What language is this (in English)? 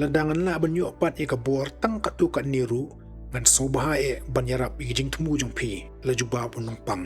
Khasi